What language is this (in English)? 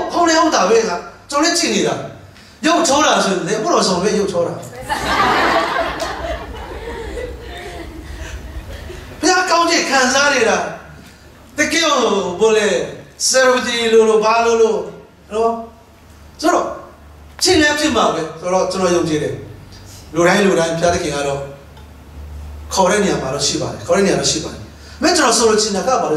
Burmese